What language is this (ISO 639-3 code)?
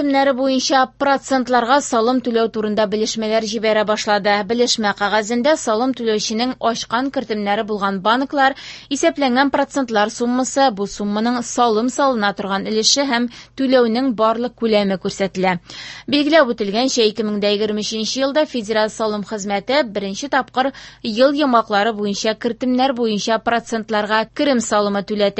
tat